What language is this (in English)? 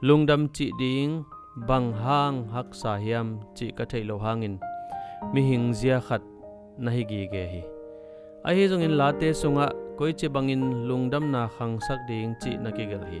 Tedim Chin